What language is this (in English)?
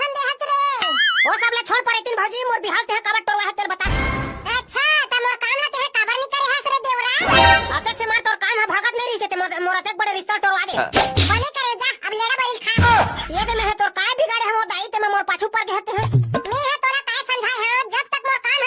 Chhattisgarhi